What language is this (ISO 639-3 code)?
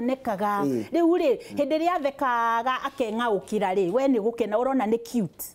kik